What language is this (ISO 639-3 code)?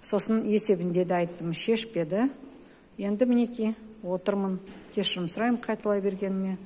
kaz